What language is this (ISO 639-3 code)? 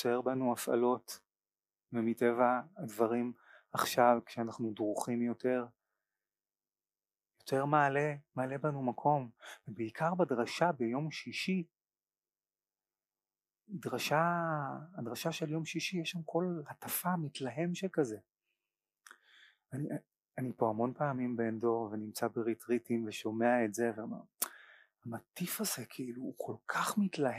heb